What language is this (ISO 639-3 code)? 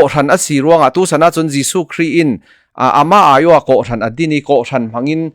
cfm